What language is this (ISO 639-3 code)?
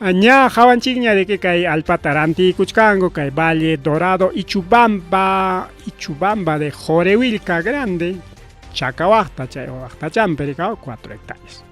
quy